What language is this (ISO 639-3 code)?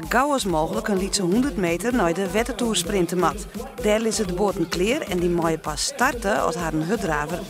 fry